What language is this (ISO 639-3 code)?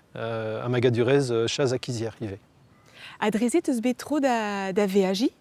bre